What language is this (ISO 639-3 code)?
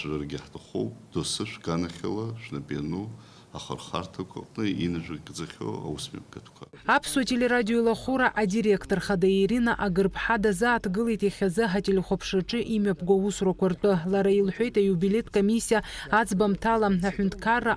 abk